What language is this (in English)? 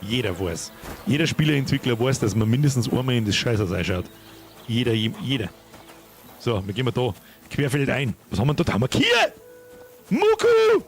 Bavarian